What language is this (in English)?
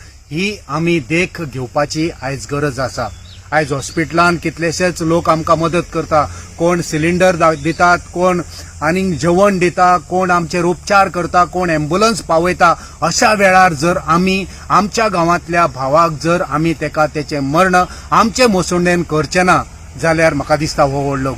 Konkani